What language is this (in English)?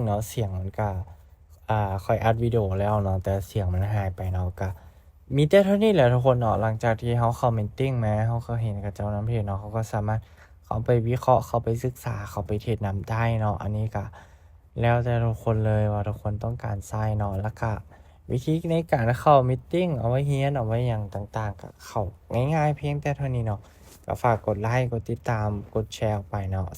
Lao